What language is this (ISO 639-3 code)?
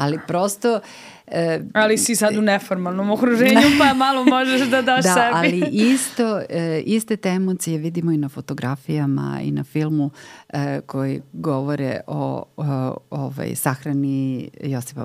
srp